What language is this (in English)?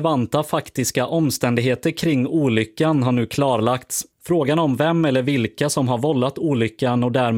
Swedish